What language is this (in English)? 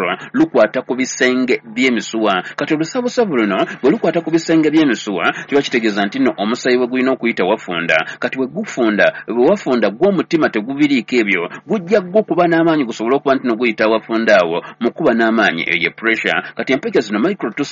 Ganda